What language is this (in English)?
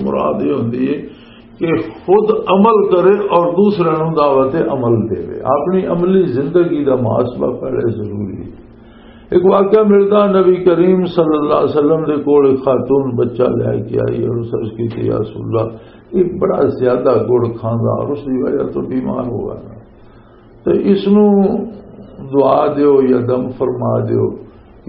Western Panjabi